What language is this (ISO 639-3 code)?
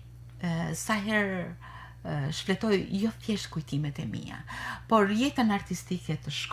sqi